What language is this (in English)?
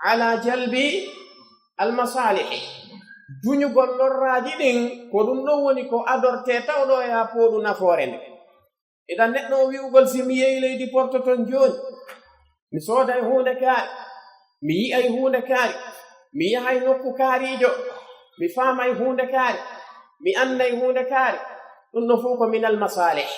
Pular